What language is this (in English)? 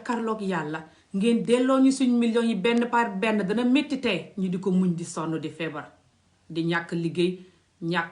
Wolof